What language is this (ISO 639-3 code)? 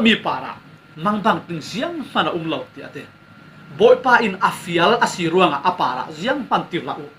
cfm